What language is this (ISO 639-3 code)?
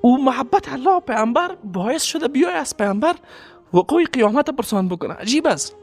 fas